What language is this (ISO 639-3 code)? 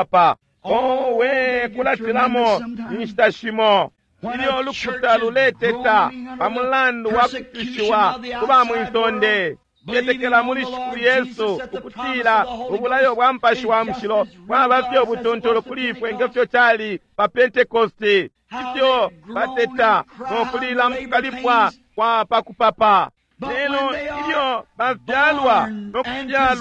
bem